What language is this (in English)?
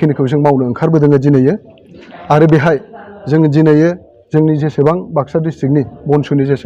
Bodo